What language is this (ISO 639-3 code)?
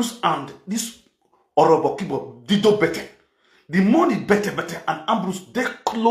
pcm